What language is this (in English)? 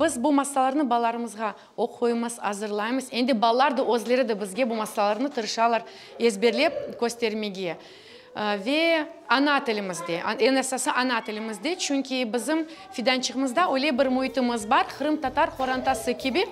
Crimean Tatar